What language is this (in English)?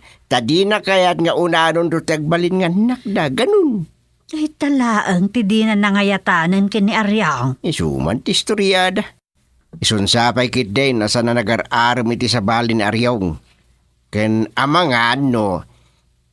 Iloko